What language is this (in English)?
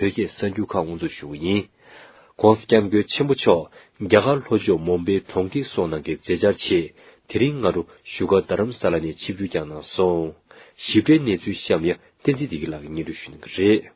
Tibetan